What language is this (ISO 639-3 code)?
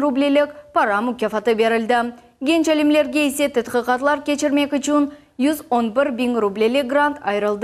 crh